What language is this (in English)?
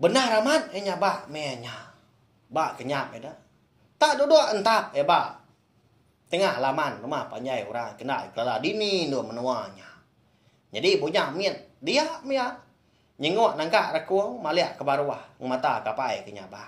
Iban